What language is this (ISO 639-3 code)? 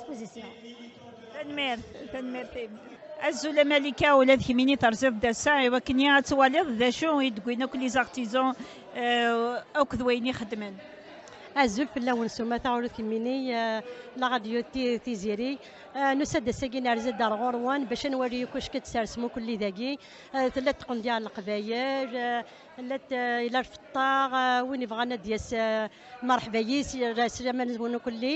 kab